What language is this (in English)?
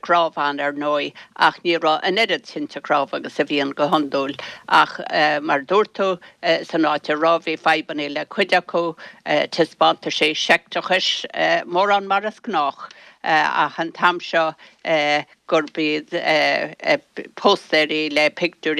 Irish